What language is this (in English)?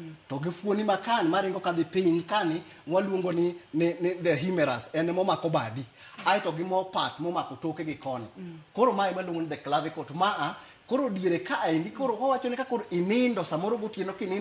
Luo (Kenya and Tanzania)